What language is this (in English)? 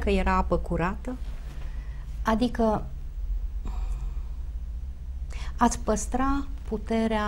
Romanian